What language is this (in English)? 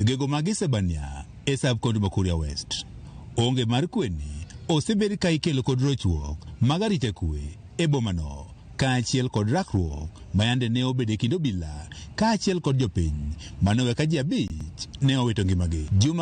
Luo (Kenya and Tanzania)